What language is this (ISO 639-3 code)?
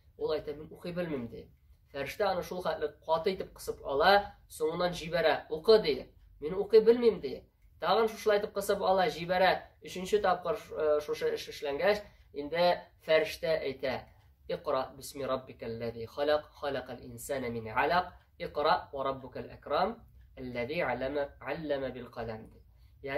tat